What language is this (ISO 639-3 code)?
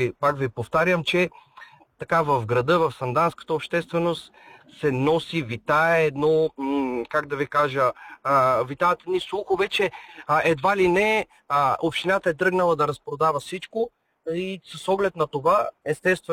bul